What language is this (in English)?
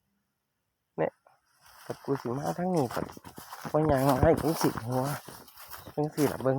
Northeastern Thai